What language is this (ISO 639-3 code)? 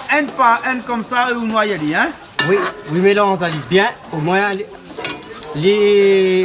rcf